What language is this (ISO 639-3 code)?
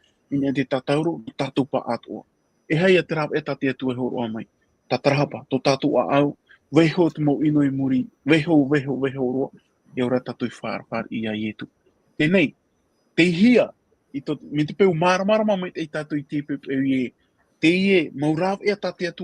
tah